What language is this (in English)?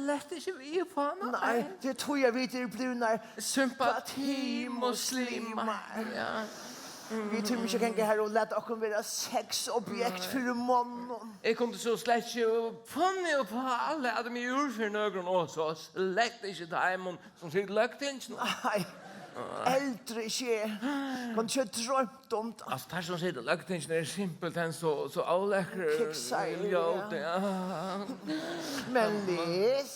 Faroese